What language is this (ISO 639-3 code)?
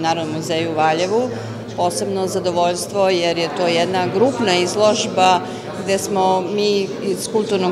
srp